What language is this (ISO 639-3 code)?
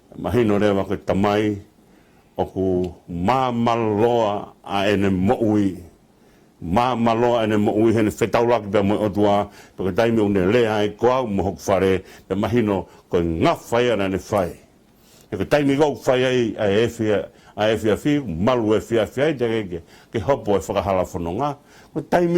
ton